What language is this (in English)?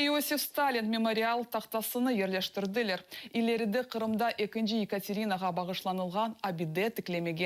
Crimean Tatar